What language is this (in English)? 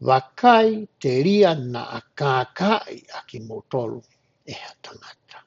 Tongan